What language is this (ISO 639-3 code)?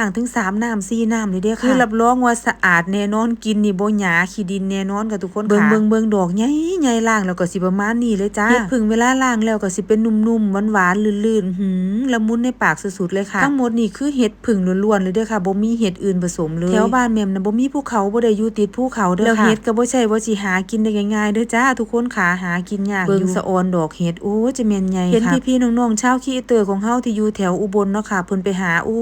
tts